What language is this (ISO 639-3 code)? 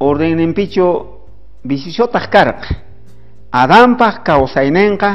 quh